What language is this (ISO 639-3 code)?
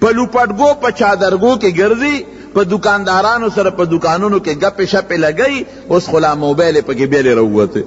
pus